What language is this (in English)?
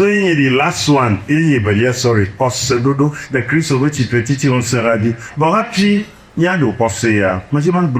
Ewe